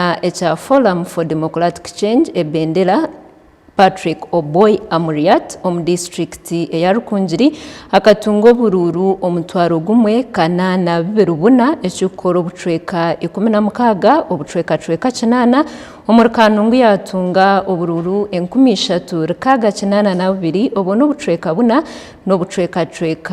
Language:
Nyankole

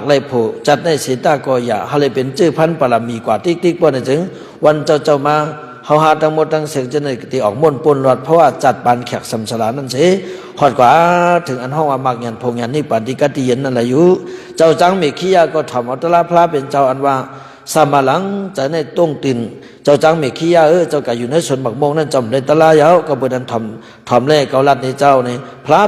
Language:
Shan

